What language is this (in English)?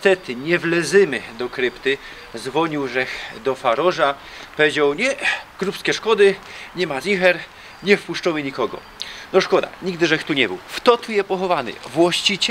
Silesian